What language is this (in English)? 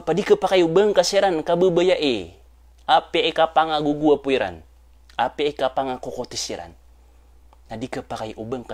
Maranao